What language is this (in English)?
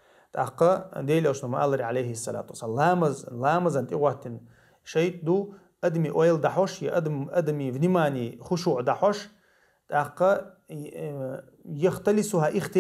Chechen